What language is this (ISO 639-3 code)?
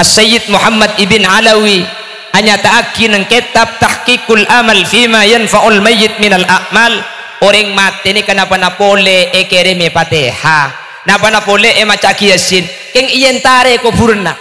mad